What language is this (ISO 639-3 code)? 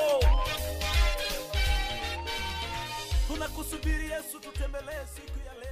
swa